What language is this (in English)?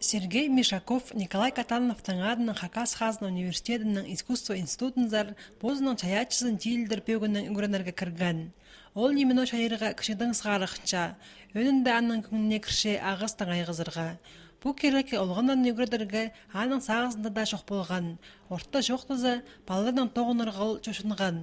Khakas